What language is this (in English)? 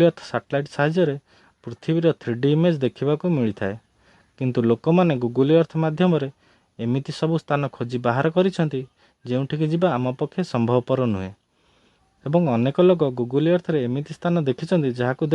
Odia